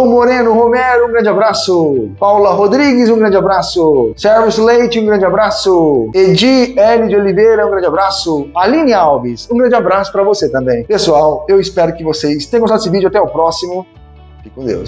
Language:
Portuguese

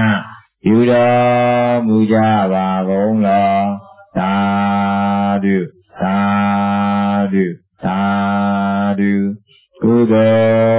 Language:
Burmese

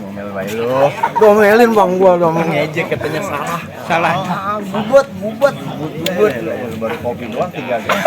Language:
Betawi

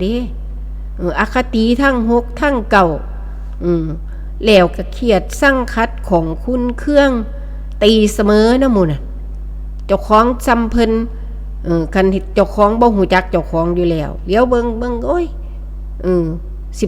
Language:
Northeastern Thai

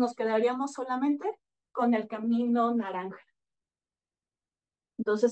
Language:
Spanish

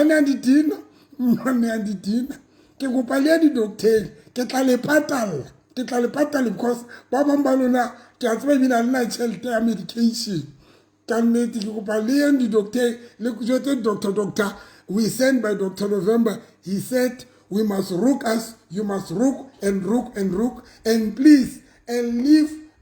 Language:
Southern Sotho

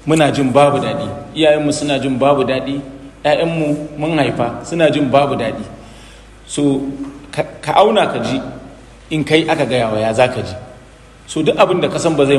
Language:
Hausa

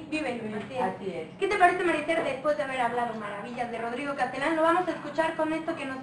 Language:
Spanish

